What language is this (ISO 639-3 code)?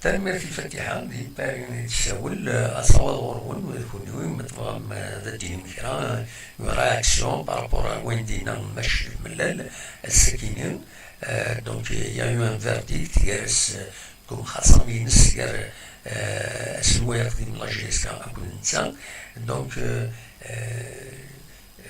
kab